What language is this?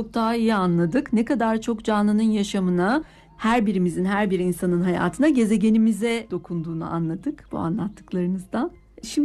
Turkish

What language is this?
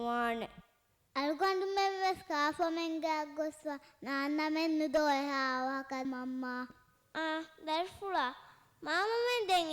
Divehi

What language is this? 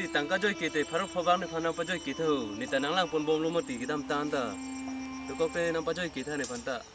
Karbi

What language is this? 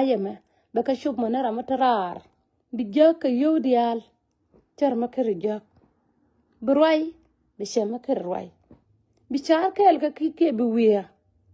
Nuer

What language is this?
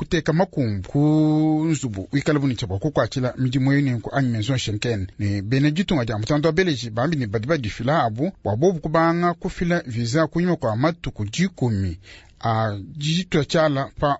Luba-Lulua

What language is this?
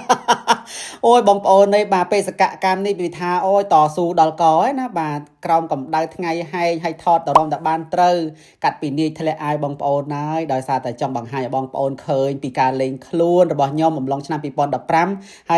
Khmer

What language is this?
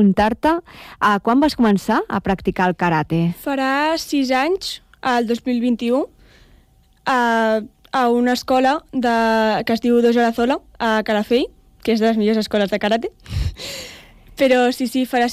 Catalan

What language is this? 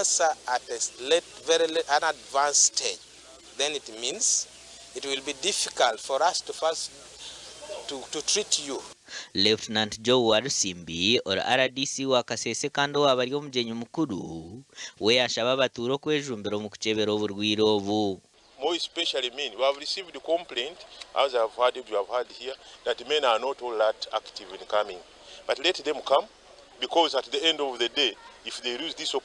Nyankole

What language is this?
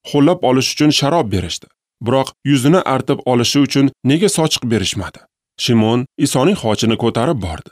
Uzbek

